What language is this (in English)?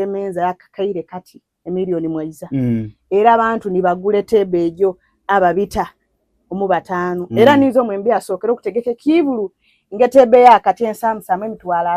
Soga